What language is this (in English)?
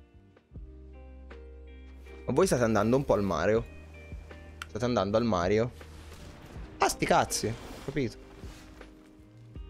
Italian